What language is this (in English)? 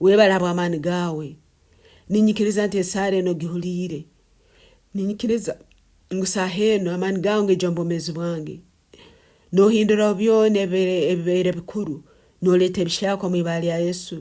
Nyankole